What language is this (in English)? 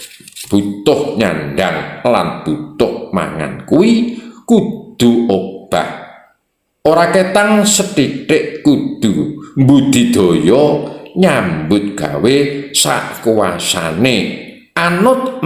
Javanese